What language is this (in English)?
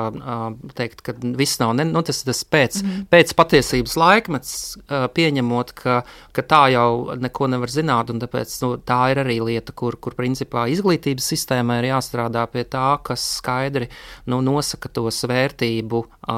Latvian